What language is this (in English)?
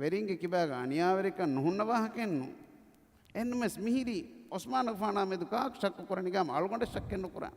Divehi